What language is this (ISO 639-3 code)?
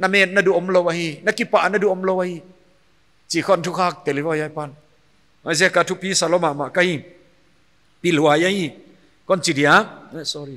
pck